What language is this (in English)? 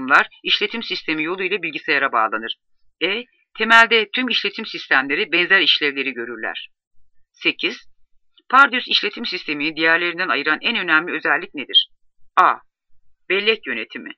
Turkish